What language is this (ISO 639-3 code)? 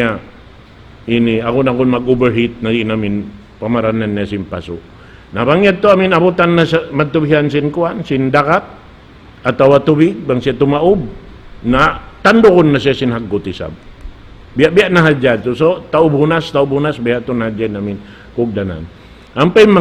tsg